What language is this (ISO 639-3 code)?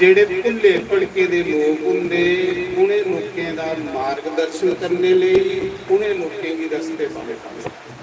doi